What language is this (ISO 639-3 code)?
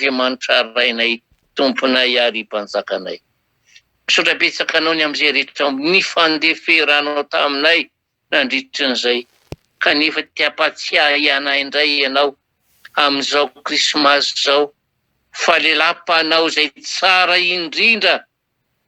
mlg